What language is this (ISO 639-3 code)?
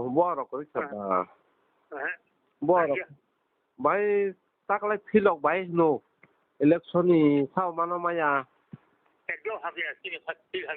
trp